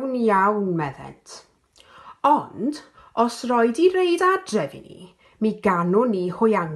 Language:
Welsh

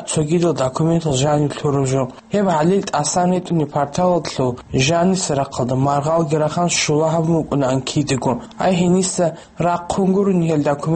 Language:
Avaric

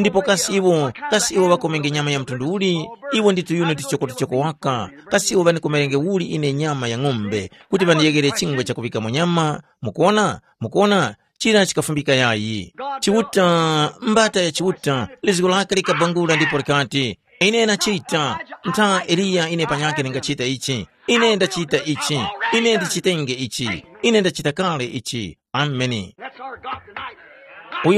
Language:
Tumbuka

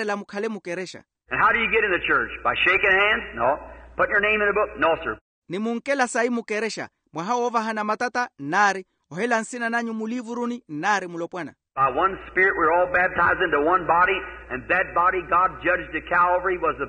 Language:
Makhuwa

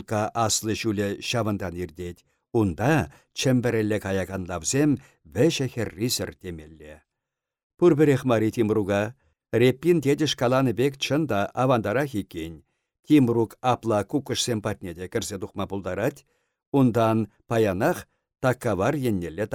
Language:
Chuvash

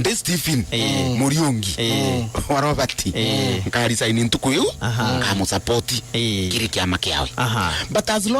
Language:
Meru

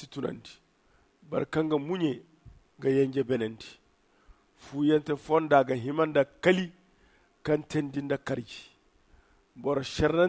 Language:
Zarma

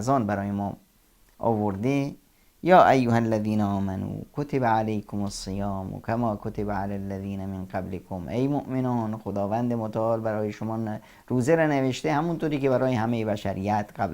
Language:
Persian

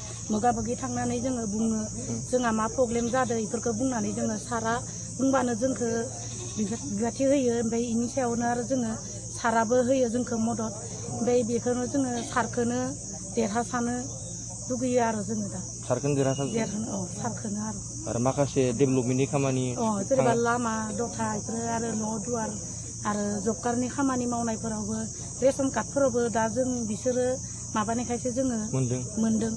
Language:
Bodo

